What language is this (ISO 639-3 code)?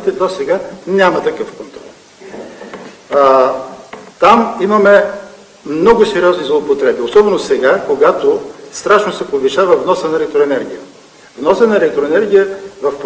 bul